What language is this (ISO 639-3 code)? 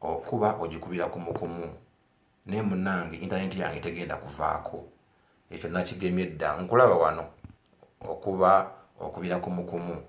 lug